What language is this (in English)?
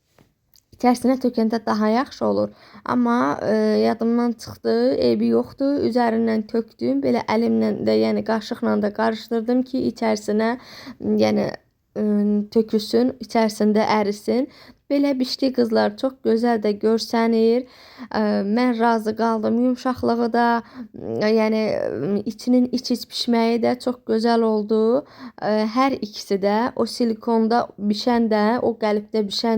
Azerbaijani